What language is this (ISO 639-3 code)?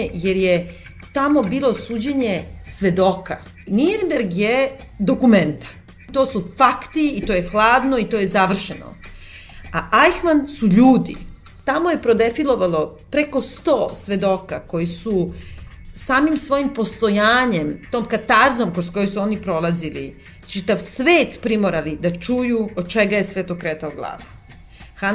srp